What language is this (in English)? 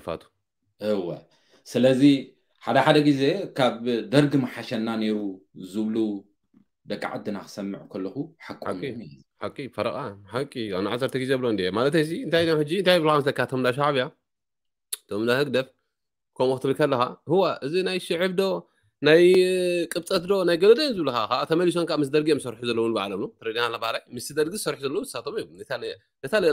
Tigrinya